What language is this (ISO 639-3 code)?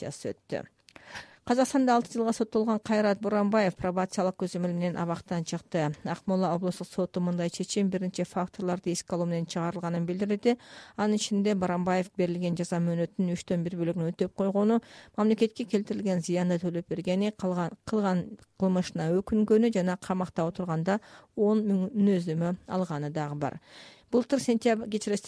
kir